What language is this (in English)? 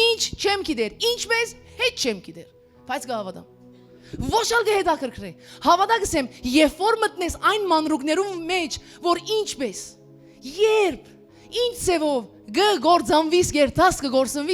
Western Armenian